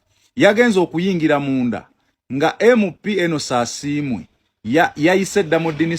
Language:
Ganda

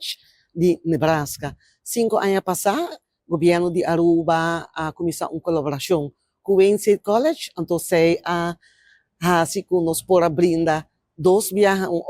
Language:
Papiamento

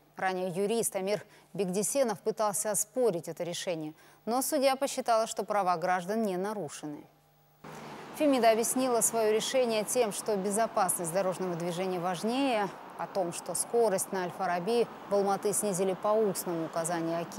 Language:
Russian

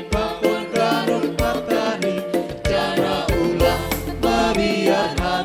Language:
Batak Simalungun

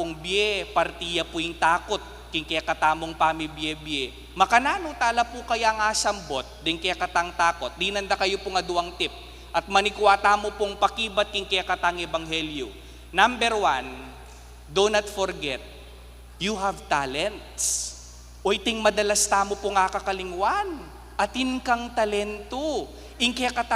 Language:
Pampanga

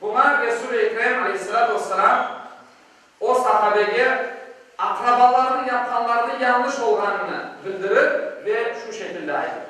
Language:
Crimean Tatar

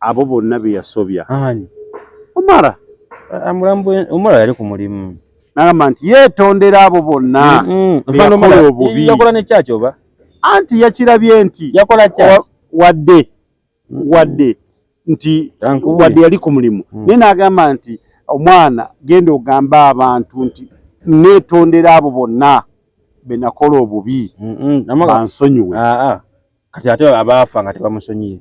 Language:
Ganda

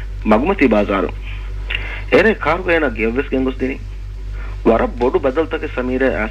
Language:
Divehi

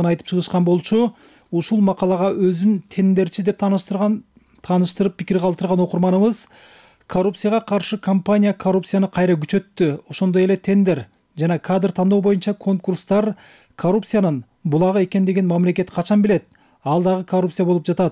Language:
Kyrgyz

